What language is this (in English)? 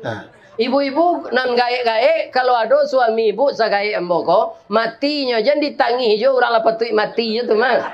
Minangkabau